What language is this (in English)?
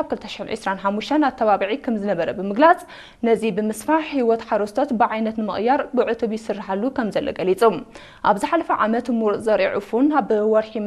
Tigrinya